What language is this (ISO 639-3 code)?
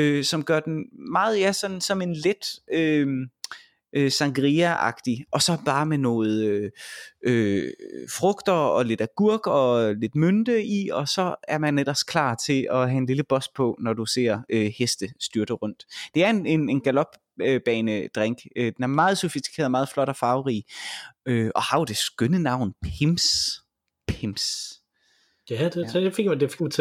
dan